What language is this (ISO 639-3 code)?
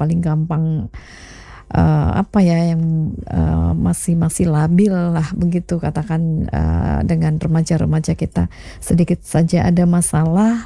ind